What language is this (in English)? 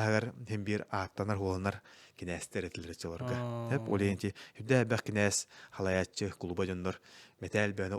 Yakut